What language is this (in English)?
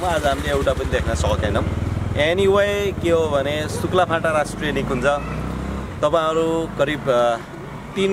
Nepali